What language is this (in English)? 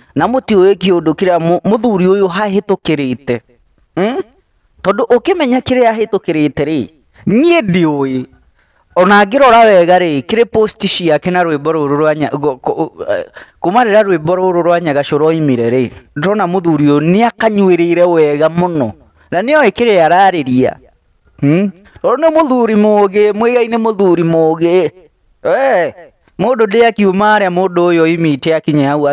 Kikuyu